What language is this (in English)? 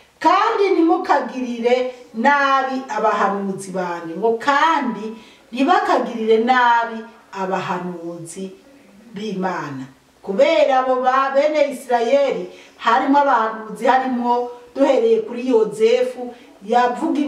Rundi